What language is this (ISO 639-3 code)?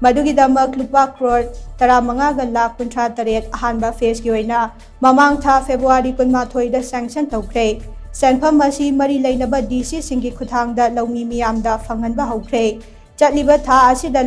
mni